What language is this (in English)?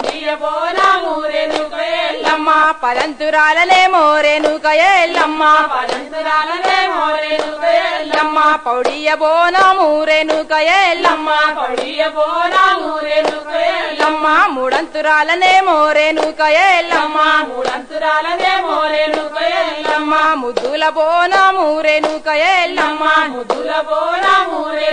Telugu